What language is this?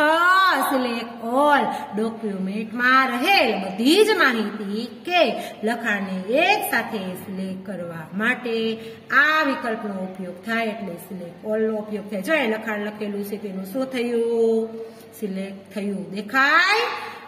Gujarati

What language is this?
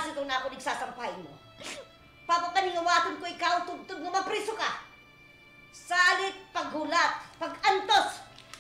Waray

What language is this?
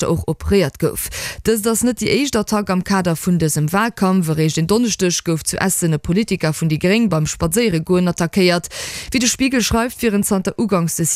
Luxembourgish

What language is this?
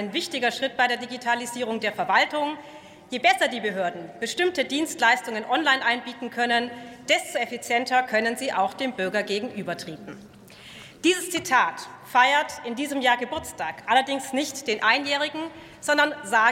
German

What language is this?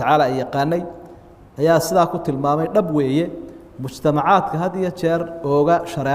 Somali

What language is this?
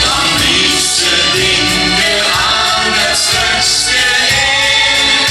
Limburgish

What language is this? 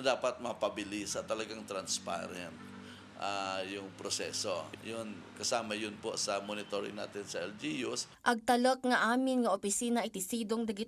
Iloko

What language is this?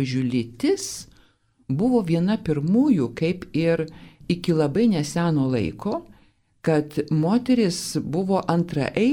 Lithuanian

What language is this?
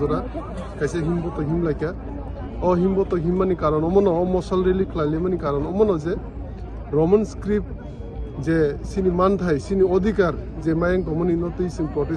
Kok Borok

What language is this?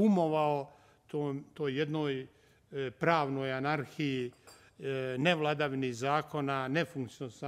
Bosnian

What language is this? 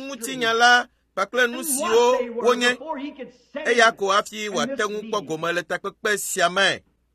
Ewe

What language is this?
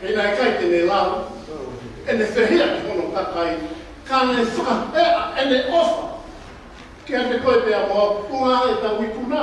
Tongan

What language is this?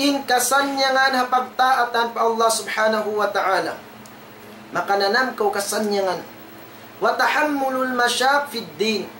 Tausug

